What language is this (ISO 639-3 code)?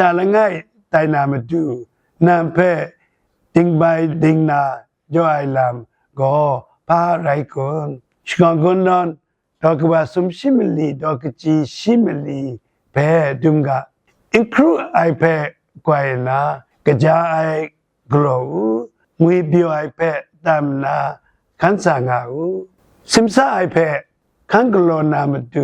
kac